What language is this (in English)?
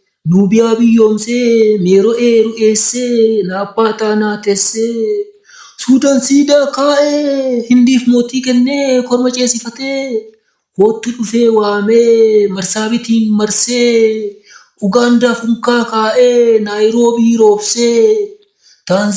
Oromo